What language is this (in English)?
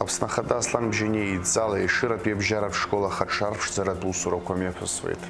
Abkhazian